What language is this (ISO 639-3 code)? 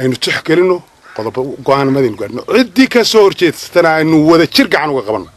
som